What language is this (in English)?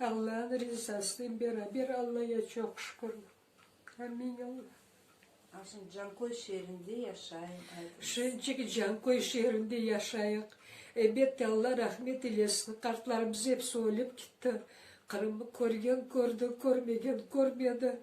Crimean Tatar